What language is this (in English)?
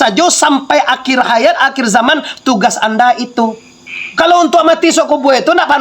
Minangkabau